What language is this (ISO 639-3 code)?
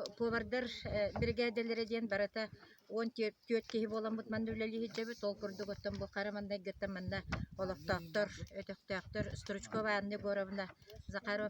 sah